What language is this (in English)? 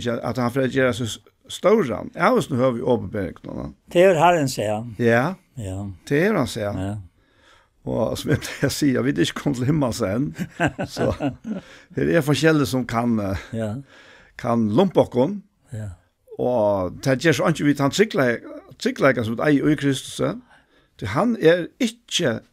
Faroese